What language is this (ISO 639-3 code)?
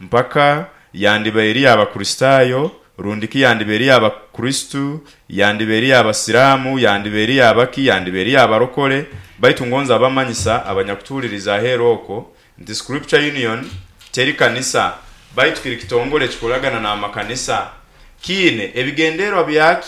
nyo